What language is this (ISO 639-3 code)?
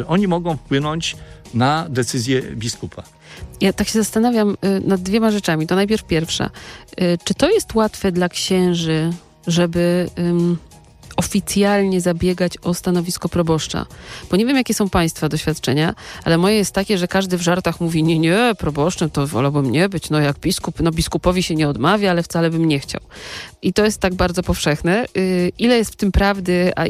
pol